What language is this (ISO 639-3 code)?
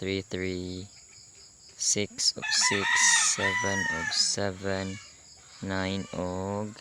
ceb